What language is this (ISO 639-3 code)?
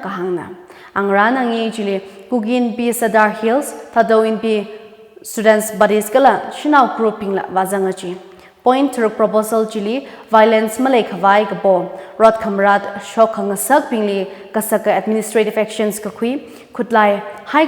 nmf